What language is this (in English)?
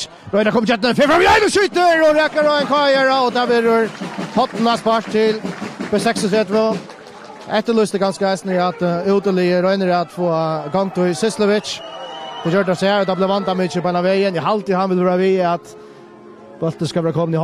Faroese